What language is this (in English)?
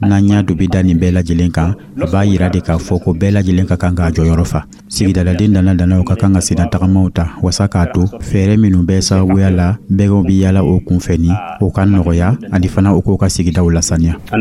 Dyula